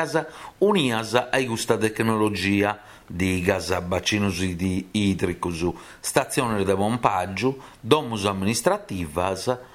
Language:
Sardinian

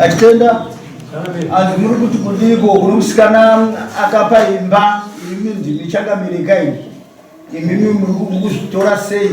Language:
Shona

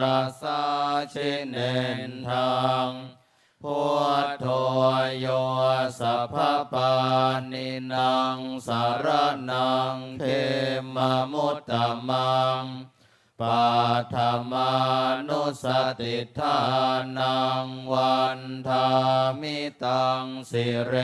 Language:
Pali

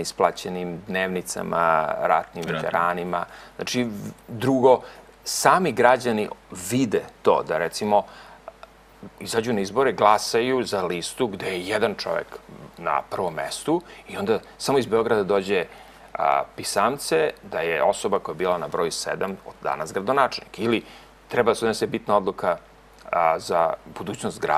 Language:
Serbian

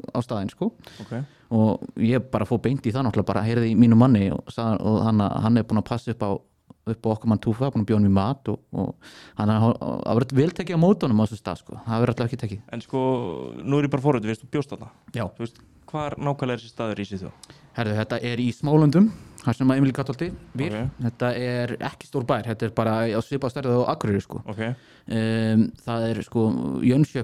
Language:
Icelandic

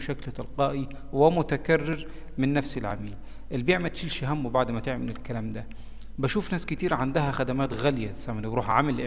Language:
Egyptian Arabic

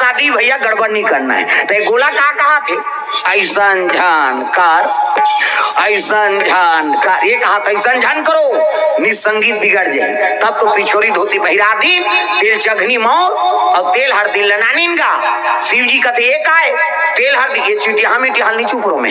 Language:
Chhattisgarhi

